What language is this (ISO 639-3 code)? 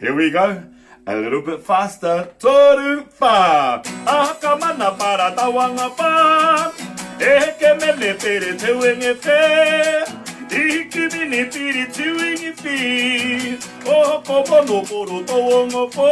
mri